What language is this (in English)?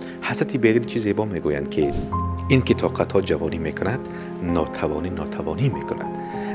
Tajik